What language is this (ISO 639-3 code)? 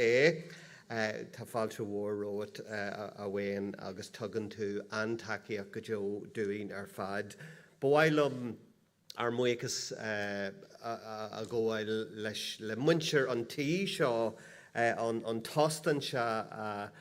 gle